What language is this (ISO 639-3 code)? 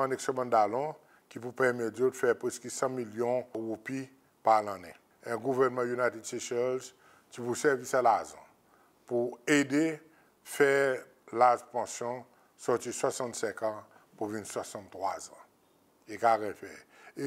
crs